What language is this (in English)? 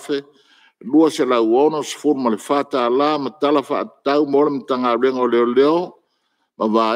Samoan